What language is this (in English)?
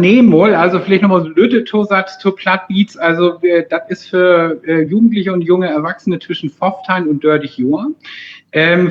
Low German